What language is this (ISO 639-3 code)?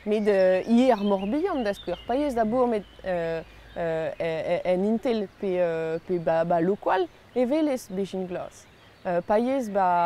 bre